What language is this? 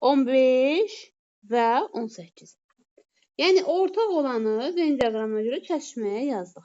Azerbaijani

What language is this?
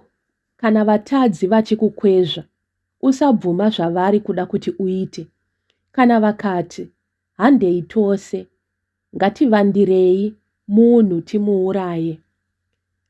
Shona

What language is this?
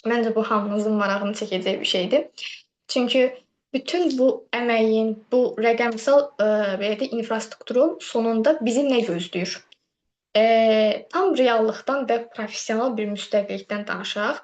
Azerbaijani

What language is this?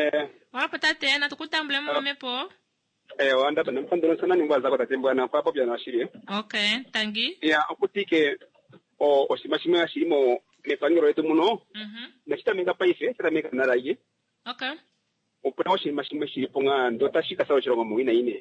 Kuanyama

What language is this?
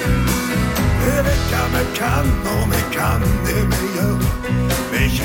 Norwegian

